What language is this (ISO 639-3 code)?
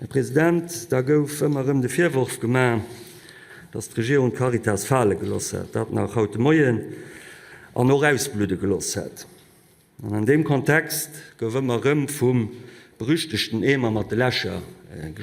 ltz